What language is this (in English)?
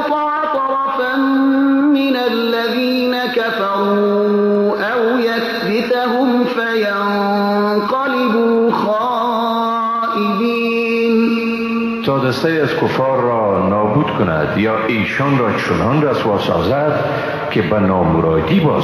Persian